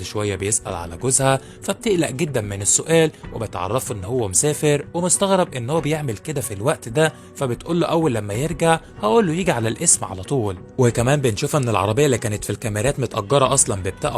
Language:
Egyptian Arabic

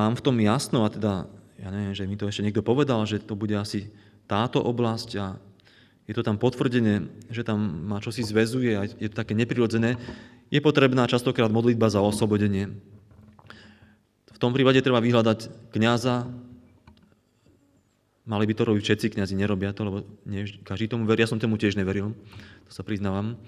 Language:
Slovak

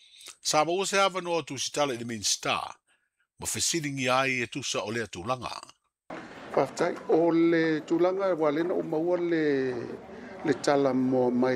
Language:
Samoan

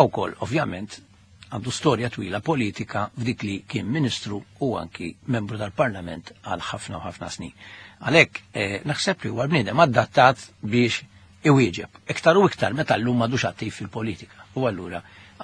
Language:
Maltese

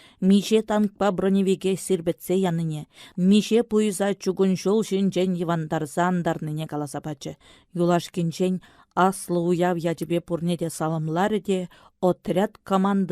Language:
Chuvash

